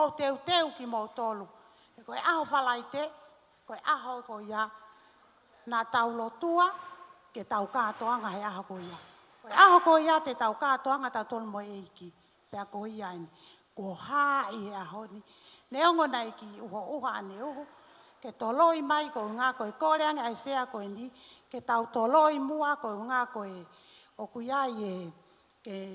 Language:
Tongan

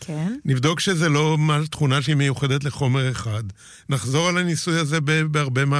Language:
Hebrew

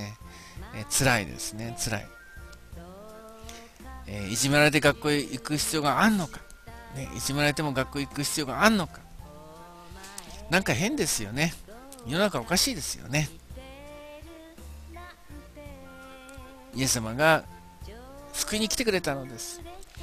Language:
Japanese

